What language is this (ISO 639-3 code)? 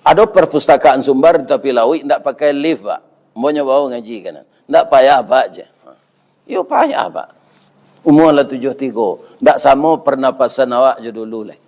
min